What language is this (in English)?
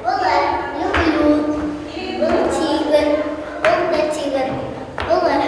Bashkir